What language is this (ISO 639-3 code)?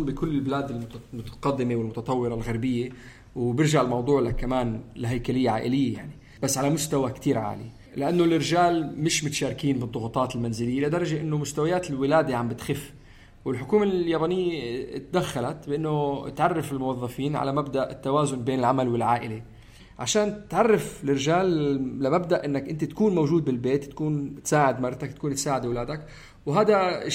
apc